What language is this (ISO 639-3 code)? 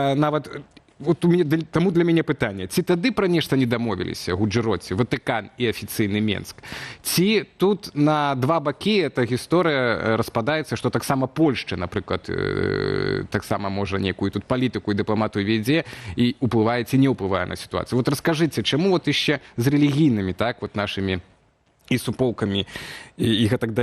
bel